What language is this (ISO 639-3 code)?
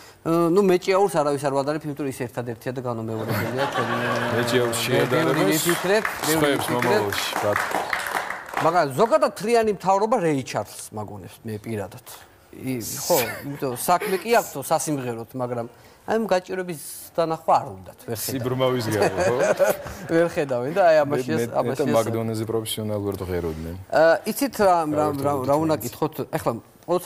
kat